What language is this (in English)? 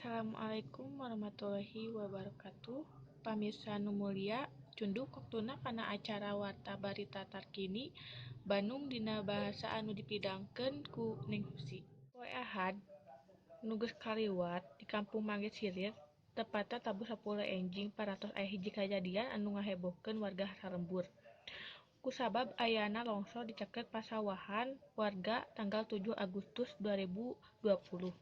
Sundanese